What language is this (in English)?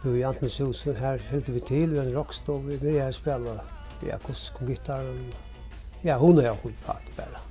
Faroese